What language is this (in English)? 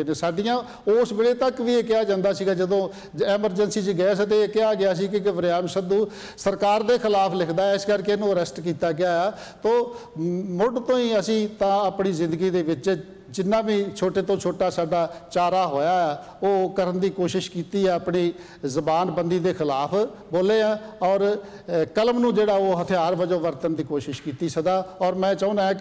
Punjabi